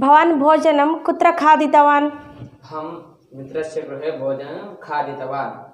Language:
Sanskrit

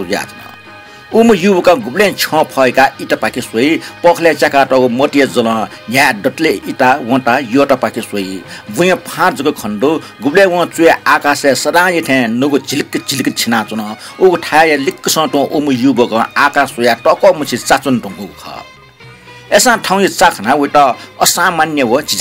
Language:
Newari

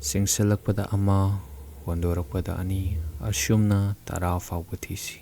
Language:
Manipuri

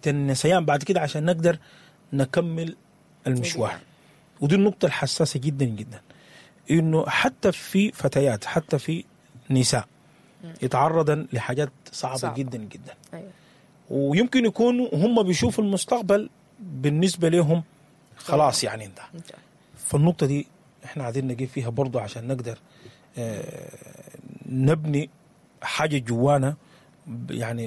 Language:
Sudanese Arabic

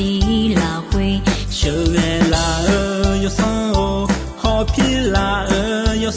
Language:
Akha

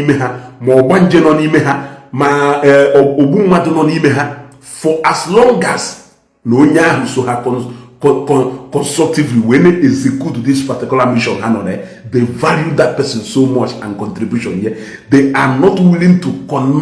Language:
Igbo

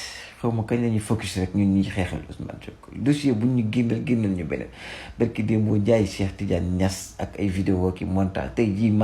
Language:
Wolof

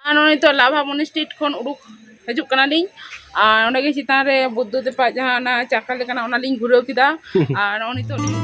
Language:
Santali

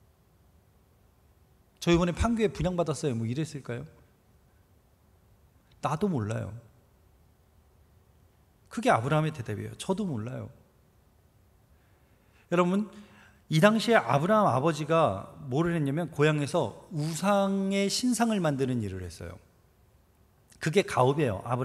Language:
Korean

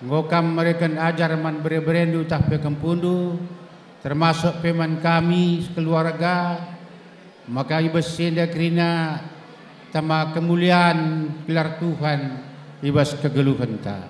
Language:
Batak Karo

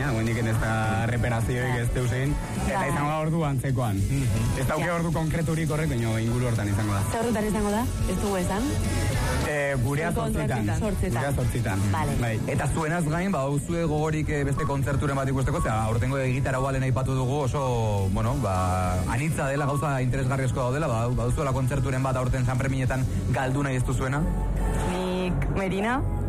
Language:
Basque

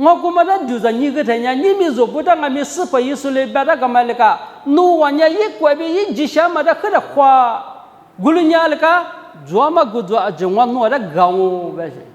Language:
Lisu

